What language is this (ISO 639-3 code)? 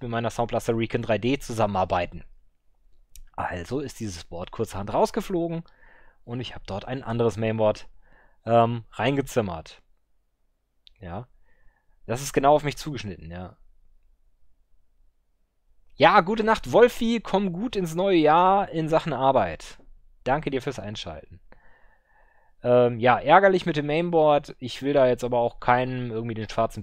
deu